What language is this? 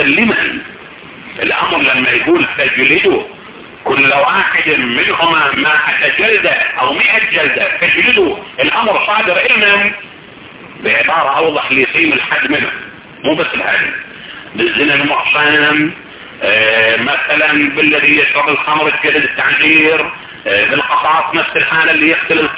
Arabic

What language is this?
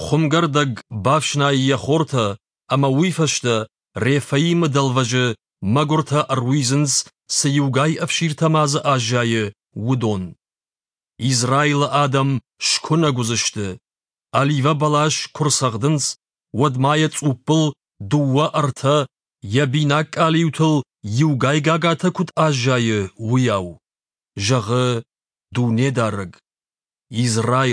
Ossetic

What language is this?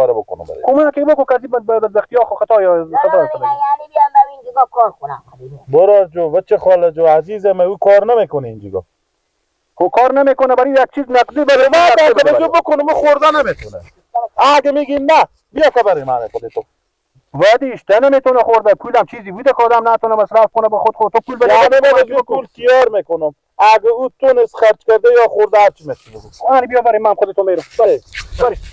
Persian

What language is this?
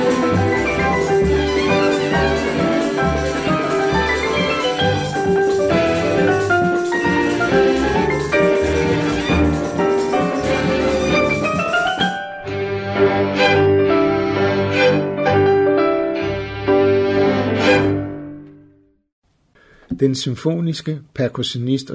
Danish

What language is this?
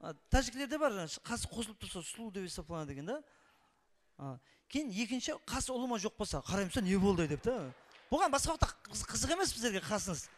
Kara-Kalpak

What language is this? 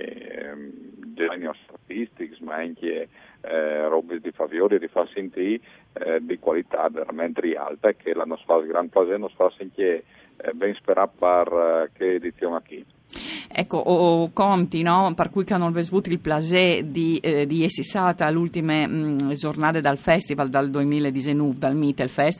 Friulian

